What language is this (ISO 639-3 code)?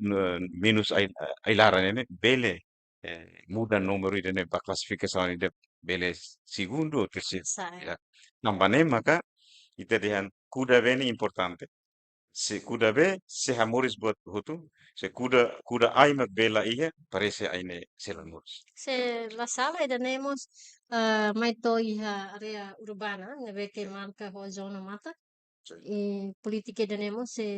tet